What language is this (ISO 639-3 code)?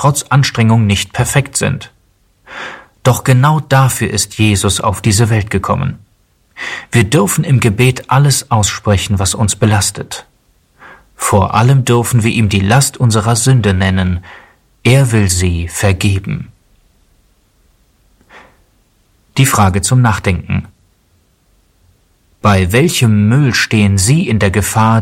deu